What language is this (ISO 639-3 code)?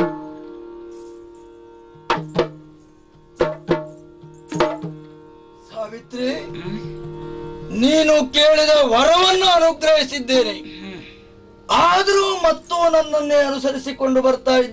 kan